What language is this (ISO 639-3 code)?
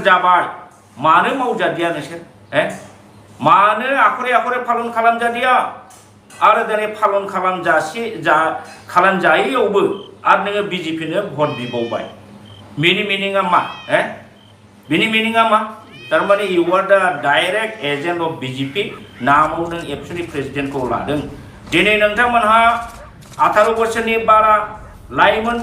brx